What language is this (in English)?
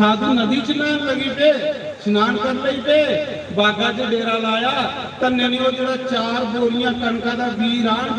Dogri